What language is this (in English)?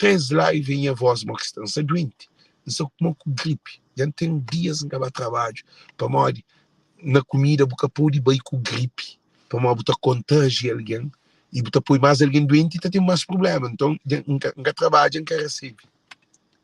Kabuverdianu